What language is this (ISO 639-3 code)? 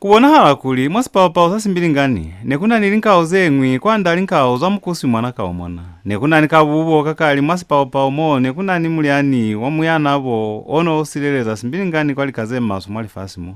loz